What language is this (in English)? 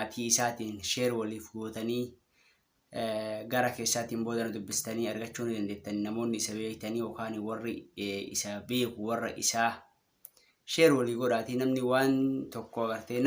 Oromo